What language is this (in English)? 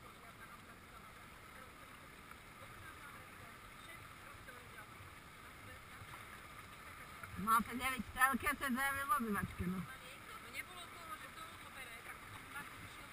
Slovak